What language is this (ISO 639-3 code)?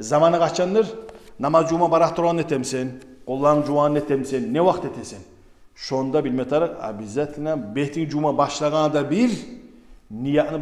kum